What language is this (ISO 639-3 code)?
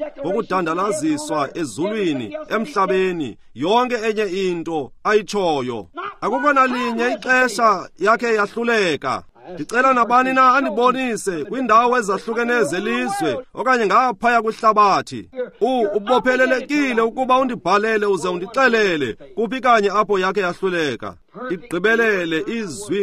xho